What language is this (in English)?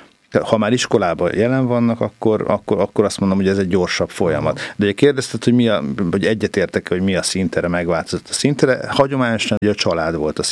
Hungarian